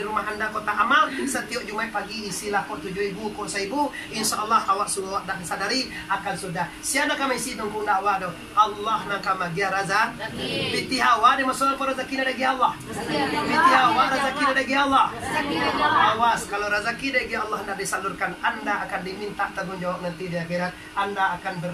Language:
Minangkabau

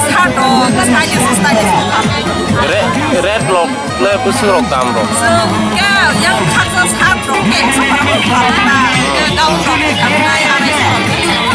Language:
Kok Borok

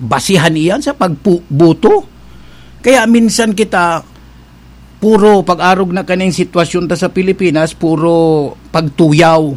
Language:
Bikol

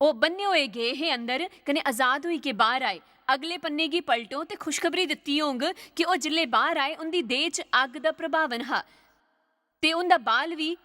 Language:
Dogri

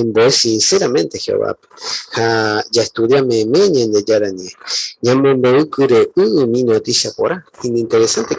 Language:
Guarani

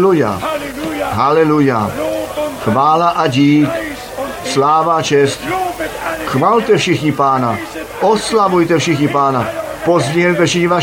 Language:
Czech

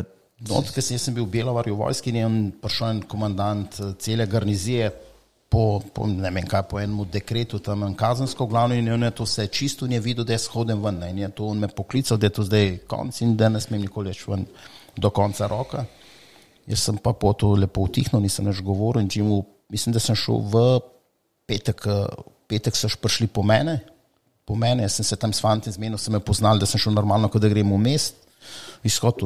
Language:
Slovenian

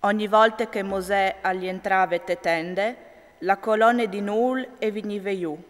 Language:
Friulian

